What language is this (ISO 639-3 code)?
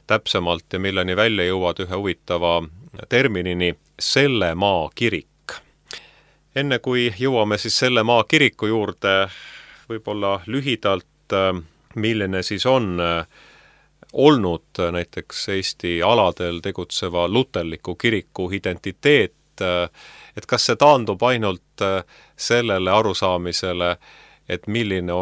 est